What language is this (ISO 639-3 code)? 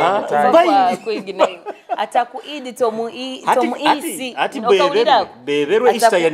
nyo